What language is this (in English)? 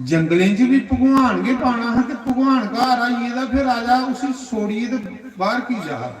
Dogri